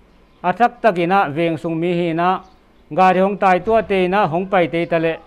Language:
Paite Chin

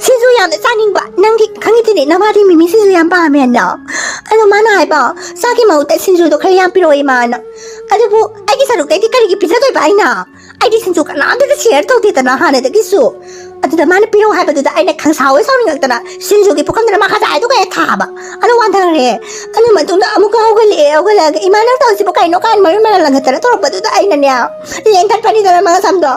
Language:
Manipuri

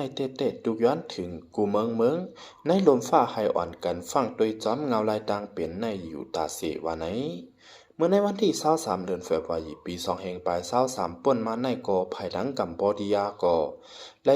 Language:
Shan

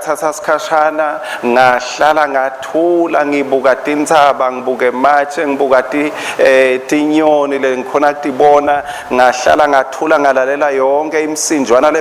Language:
Swati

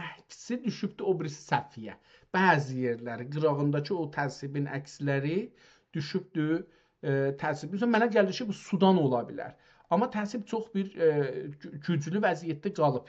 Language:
South Azerbaijani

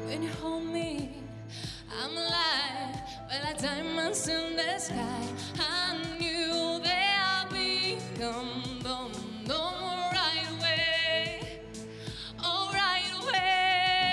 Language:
Russian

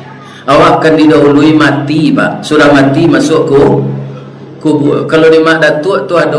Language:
Minangkabau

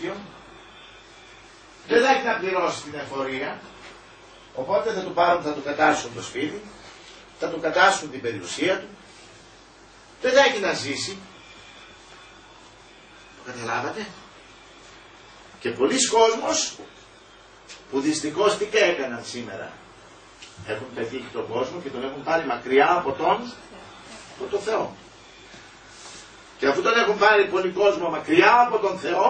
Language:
Greek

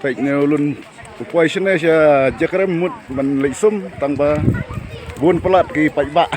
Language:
Khasi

